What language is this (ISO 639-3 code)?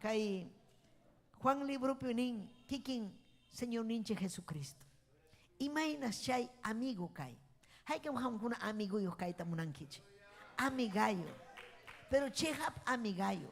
quy